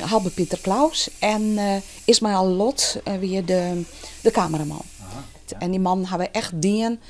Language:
Western Frisian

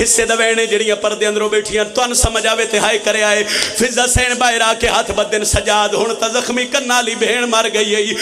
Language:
Pahari-Potwari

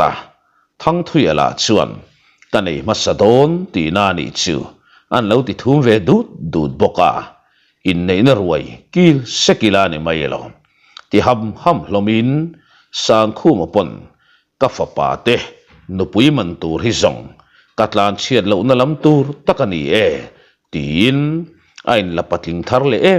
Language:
Mizo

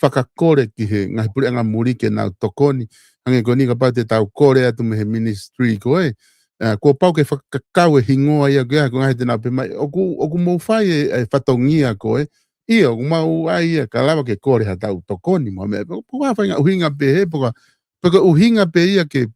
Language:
Tongan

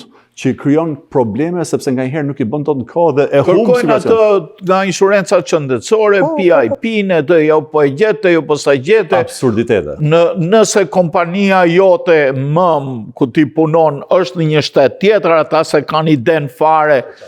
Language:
Albanian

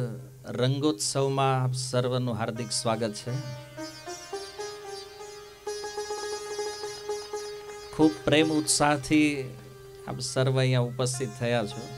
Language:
Gujarati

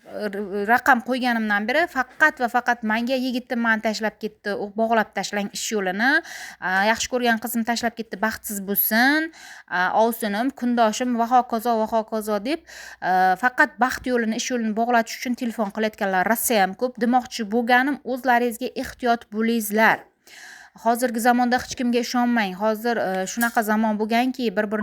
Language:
Uzbek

